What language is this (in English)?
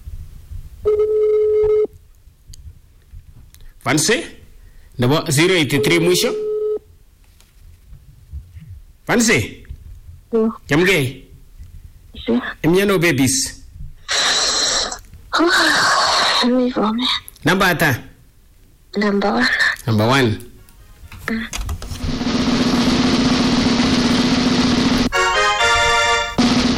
Swahili